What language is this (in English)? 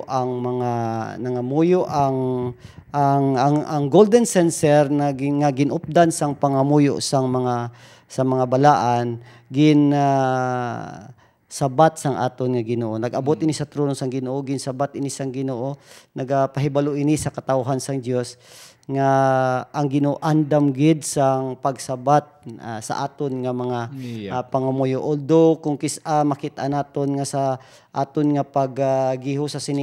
Hiligaynon